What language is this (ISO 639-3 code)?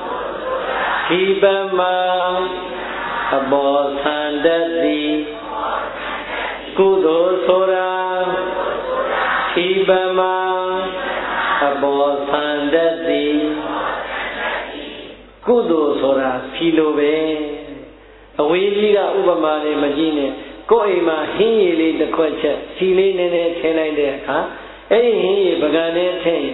mya